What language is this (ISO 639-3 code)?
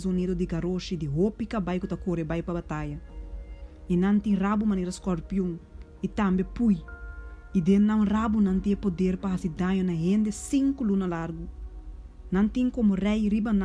pap